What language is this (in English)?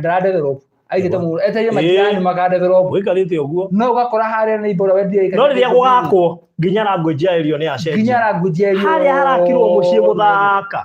Kikuyu